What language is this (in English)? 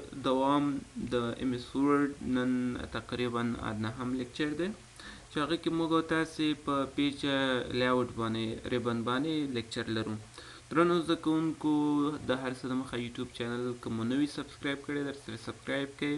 Pashto